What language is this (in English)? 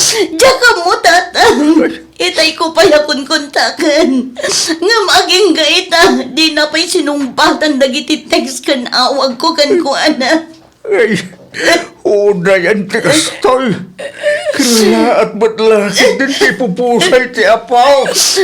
Iloko